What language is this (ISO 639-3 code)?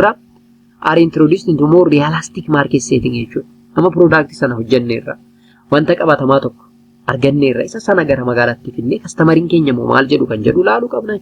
orm